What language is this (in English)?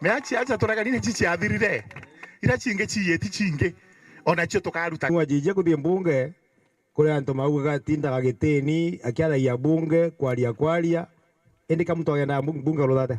Meru